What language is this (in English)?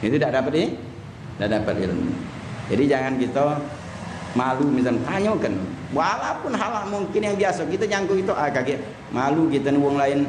Musi